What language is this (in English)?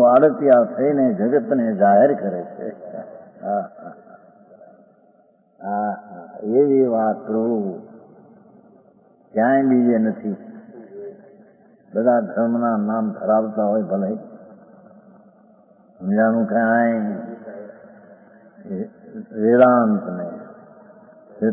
Gujarati